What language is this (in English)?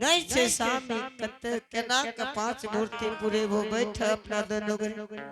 Angika